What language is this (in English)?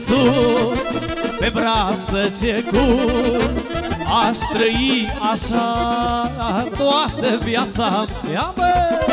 Romanian